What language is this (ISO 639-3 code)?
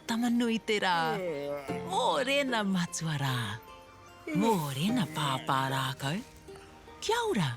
mri